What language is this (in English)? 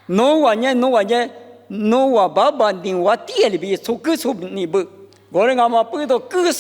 Lisu